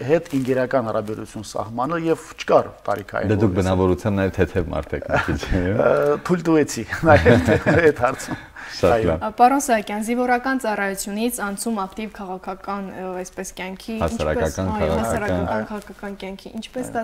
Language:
Armenian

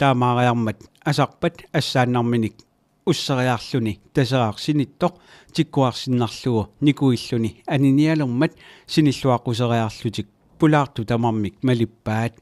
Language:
Kalaallisut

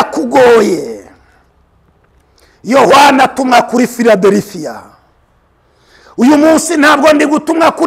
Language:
Kinyarwanda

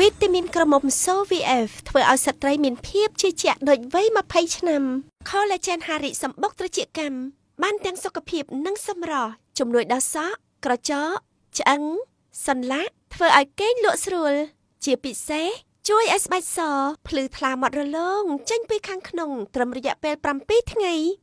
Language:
Khmer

